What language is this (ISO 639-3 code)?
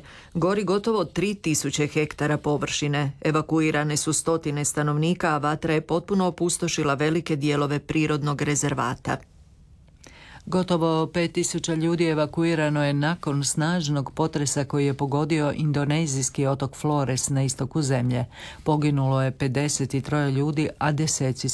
hrv